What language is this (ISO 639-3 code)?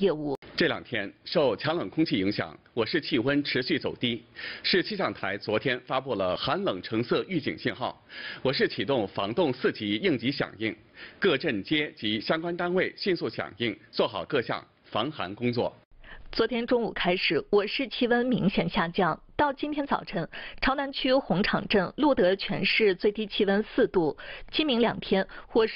zho